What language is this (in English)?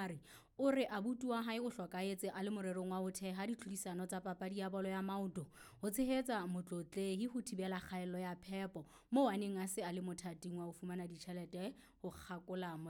Southern Sotho